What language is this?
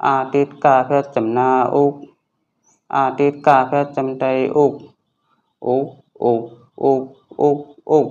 Shan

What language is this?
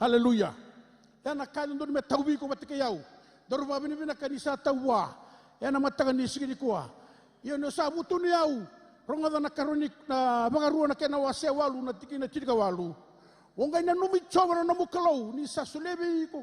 Fijian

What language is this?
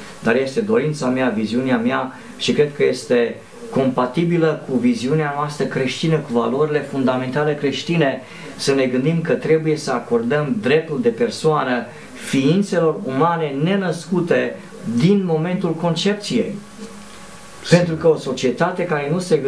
Romanian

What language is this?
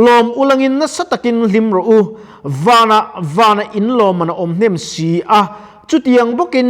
Mizo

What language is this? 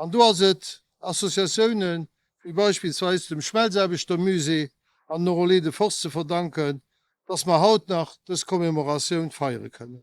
Luxembourgish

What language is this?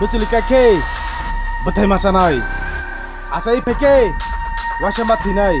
Kok Borok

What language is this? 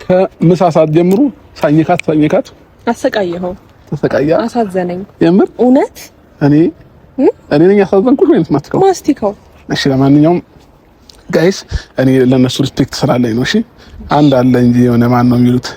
Amharic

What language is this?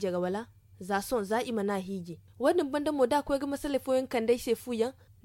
Zarma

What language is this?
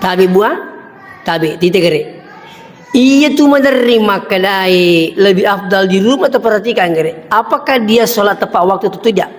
Buginese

